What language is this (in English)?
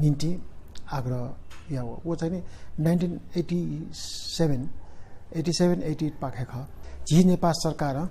Newari